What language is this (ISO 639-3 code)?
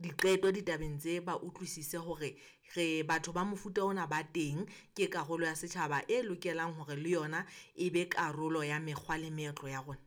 sot